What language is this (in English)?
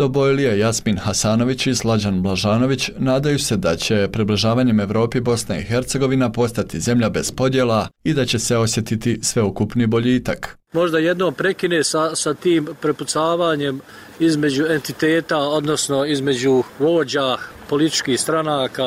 Bosnian